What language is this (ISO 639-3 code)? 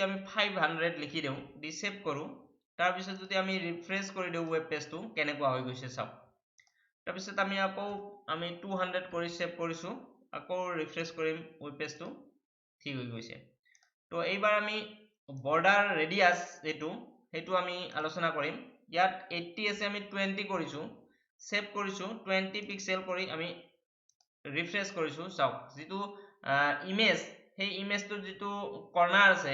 asm